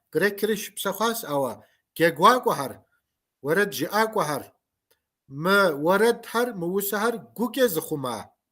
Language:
Kabardian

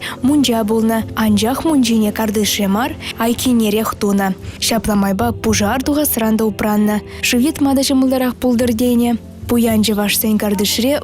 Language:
Chuvash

